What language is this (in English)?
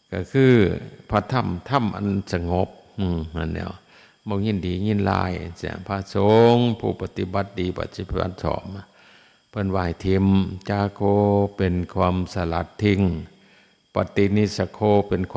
Northeastern Thai